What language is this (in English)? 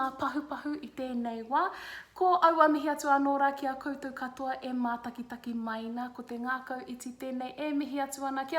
Māori